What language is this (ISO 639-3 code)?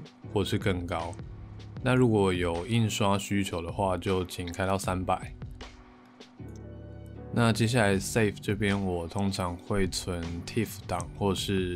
zho